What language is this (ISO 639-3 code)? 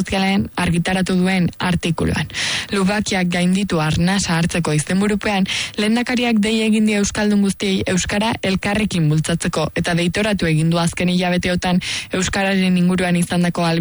eus